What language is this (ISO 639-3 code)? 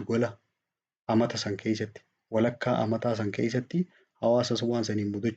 orm